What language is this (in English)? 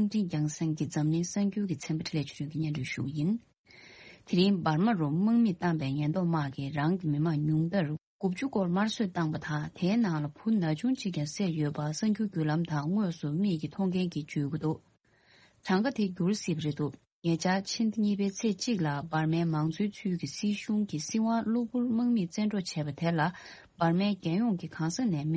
Tibetan